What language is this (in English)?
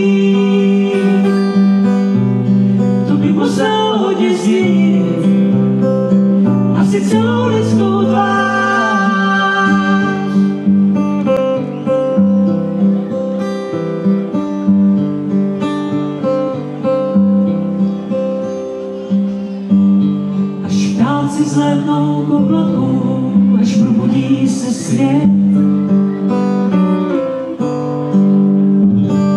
Czech